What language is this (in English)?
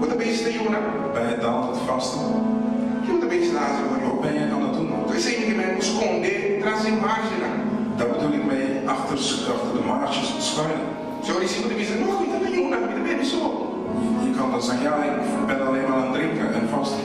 Papiamento